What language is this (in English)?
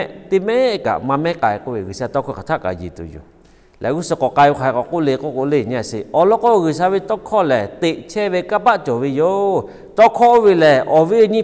Lahu